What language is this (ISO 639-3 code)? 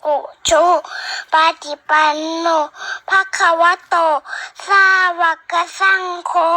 pli